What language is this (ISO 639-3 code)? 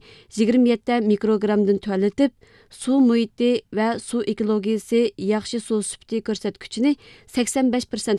uig